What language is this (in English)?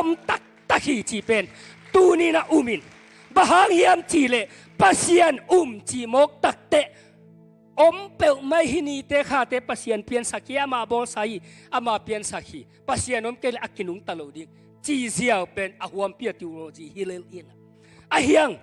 Tedim Chin